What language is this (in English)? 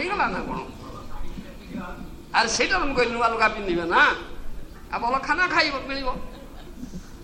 Odia